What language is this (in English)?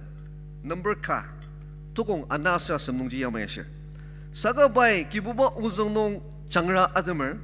Ao Naga